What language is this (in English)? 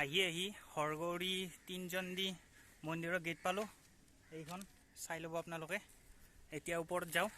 Assamese